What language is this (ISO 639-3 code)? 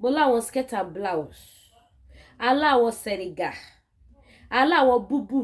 yor